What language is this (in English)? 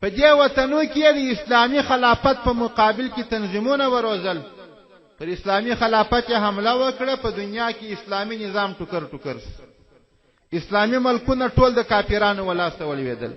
Pashto